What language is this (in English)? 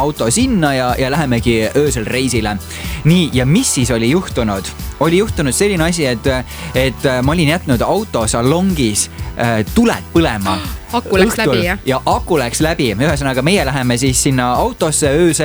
Estonian